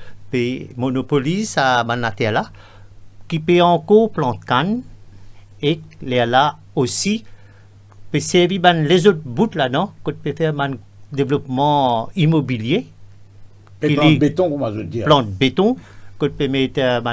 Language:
Morisyen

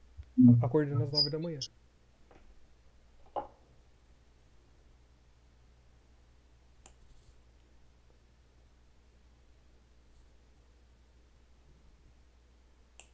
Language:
Portuguese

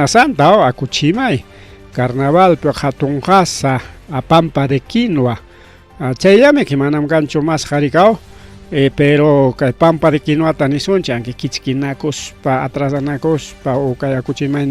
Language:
Ayacucho Quechua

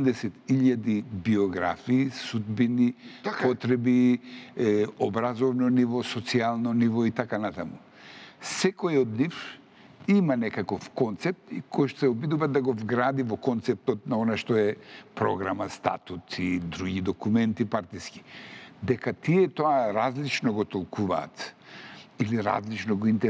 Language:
Macedonian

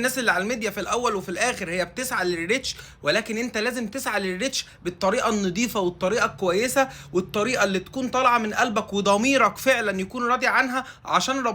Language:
Egyptian Arabic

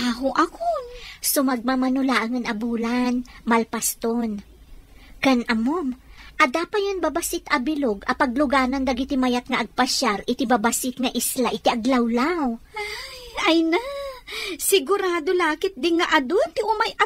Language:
Iloko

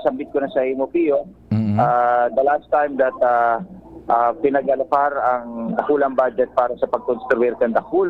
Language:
Bikol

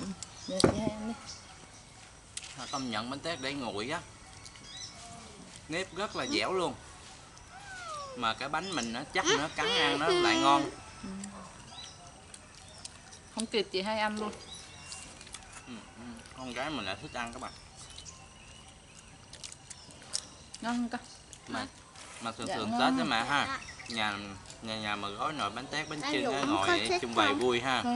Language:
Vietnamese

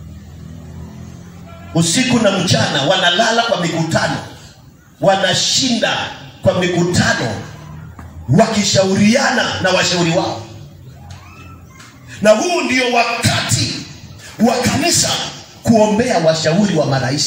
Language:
Swahili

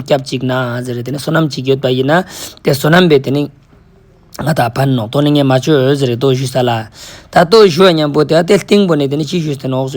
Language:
Ladakhi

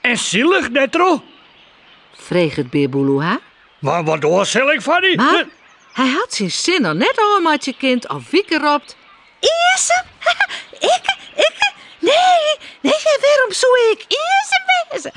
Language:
Western Frisian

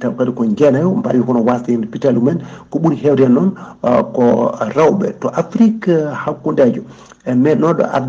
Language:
Fula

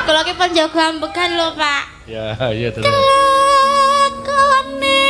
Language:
Javanese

